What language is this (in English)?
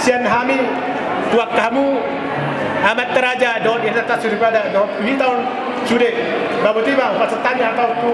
Batak Toba